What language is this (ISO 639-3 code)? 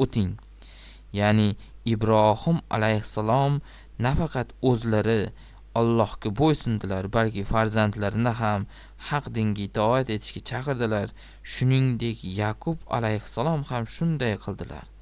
uzb